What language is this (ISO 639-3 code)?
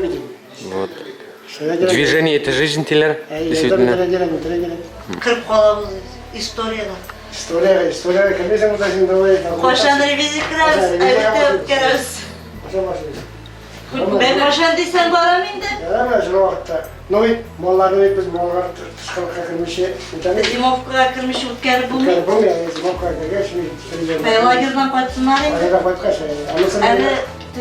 bak